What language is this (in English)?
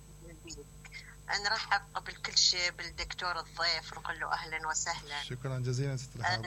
Mesopotamian Arabic